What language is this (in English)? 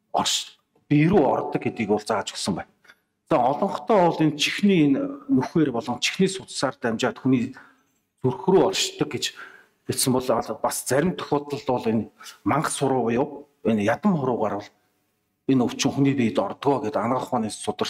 Mongolian